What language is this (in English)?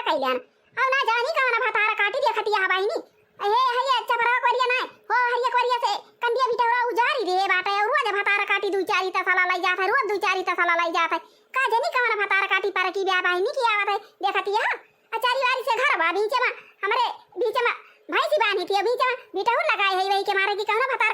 Awadhi